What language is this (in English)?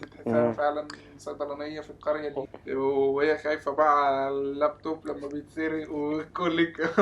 Egyptian Arabic